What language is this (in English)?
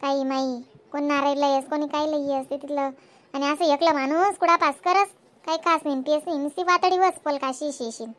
Khandesi